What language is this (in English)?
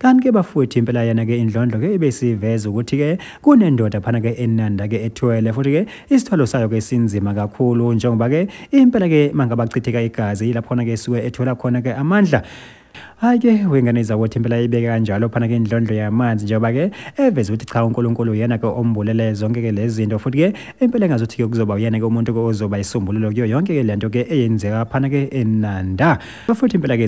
Zulu